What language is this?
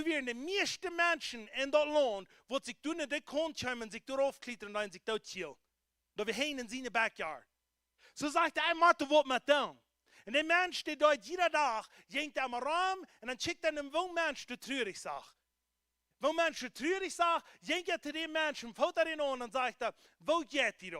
Plautdietsch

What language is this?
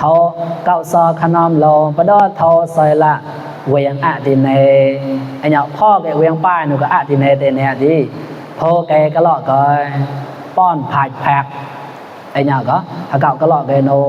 Mon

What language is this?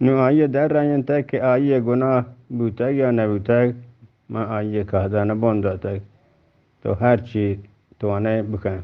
Eastern Balochi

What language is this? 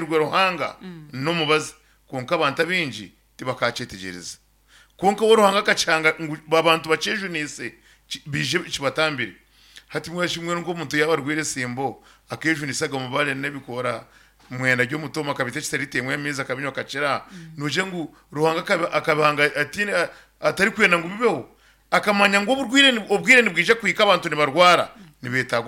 Nyankole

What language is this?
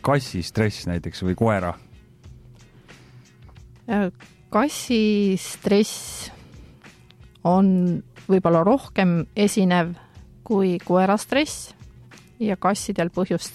Estonian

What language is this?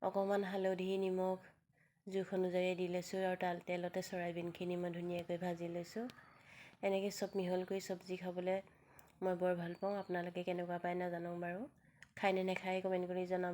Assamese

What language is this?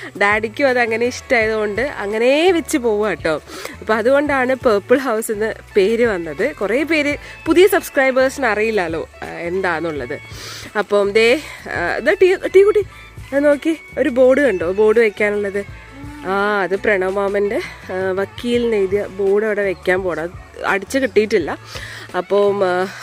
Malayalam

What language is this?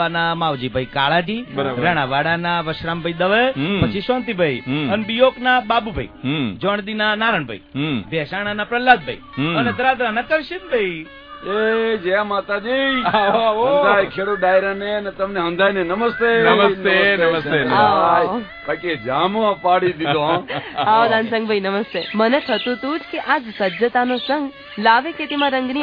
Gujarati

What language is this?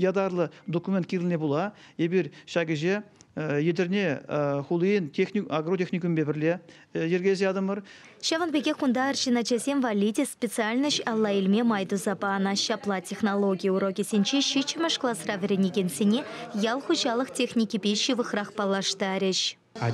Chuvash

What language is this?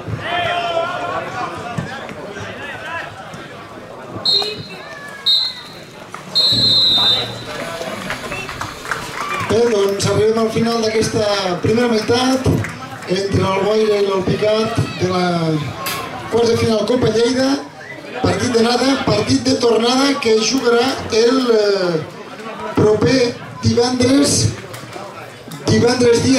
Catalan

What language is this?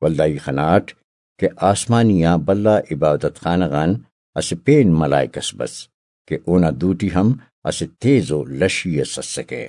Brahui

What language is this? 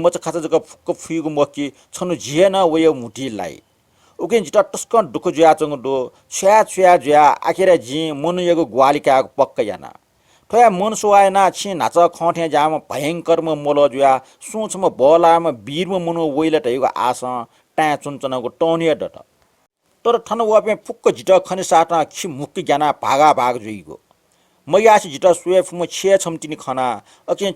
Newari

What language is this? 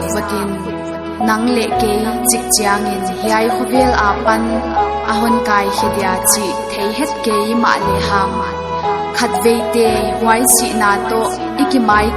Paite Chin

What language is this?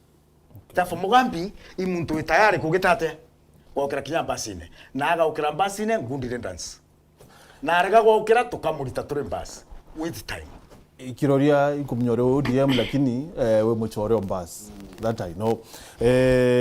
Meru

